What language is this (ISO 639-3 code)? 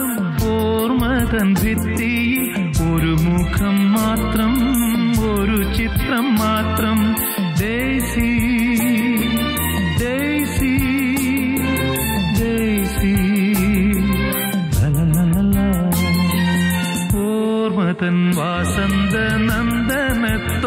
mal